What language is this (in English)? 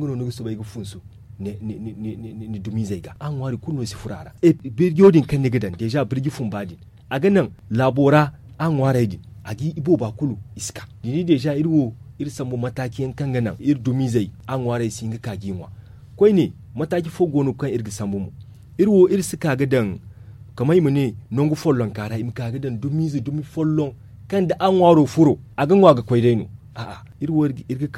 Zarma